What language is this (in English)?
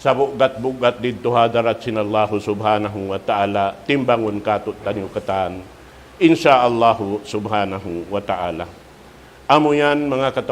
Tausug